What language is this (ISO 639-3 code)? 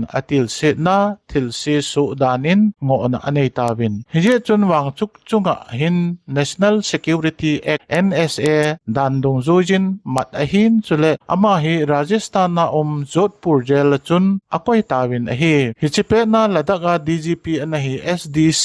tcz